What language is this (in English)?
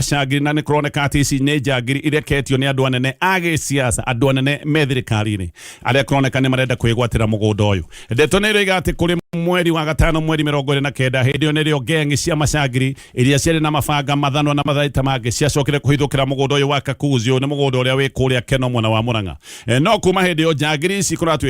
Kikuyu